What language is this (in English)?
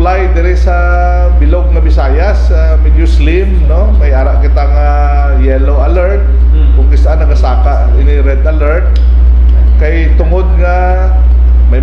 Hiligaynon